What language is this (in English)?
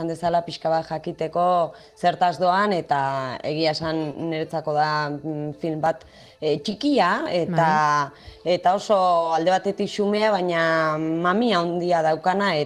Basque